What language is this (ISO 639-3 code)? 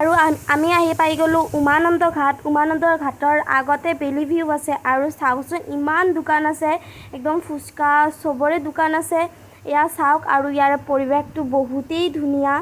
asm